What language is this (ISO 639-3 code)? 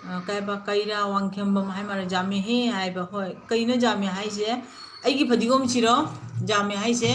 mni